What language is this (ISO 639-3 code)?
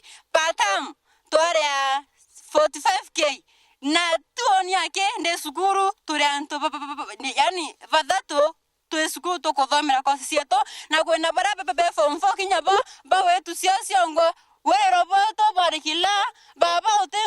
mer